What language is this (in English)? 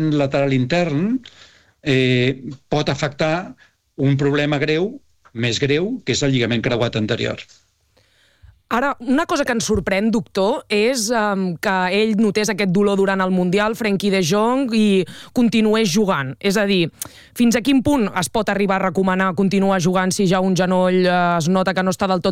Catalan